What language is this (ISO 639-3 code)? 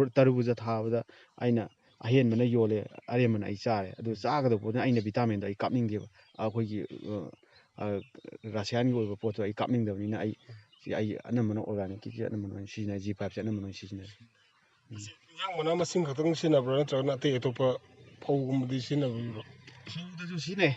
mni